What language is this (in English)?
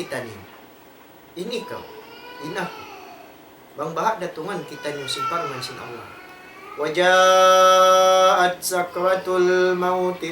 Tausug